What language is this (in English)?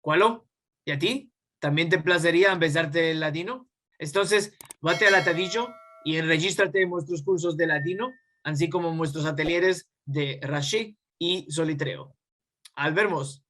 Ladino